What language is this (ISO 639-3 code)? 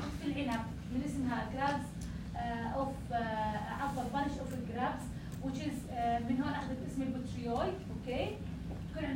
apc